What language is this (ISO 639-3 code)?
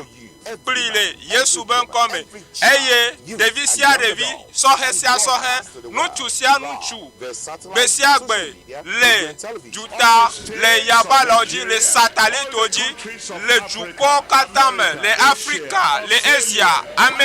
ewe